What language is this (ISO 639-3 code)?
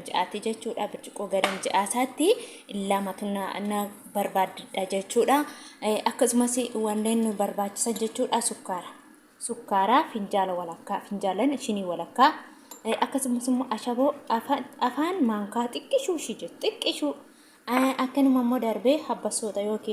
orm